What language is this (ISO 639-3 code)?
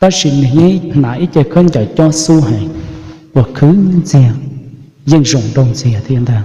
hmn